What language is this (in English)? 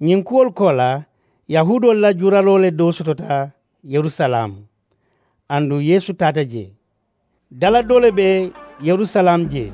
Mandingo